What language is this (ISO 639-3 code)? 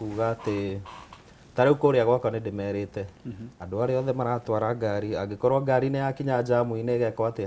kik